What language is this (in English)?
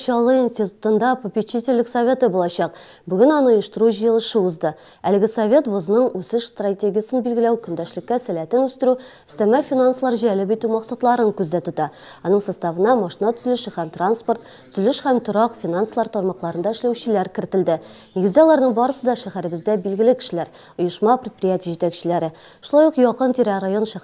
Tatar